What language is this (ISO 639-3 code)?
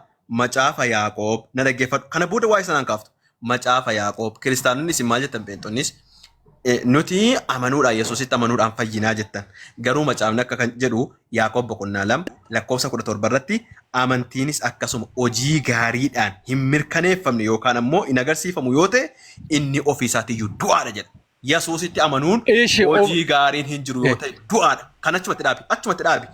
orm